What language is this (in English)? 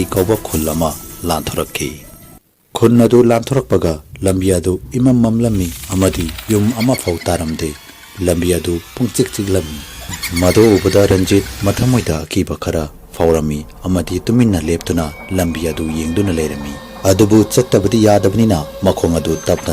Manipuri